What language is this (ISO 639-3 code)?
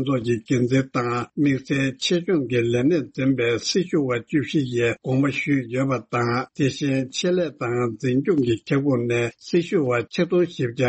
bod